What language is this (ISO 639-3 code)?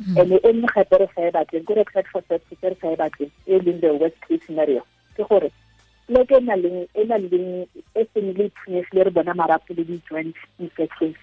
tsn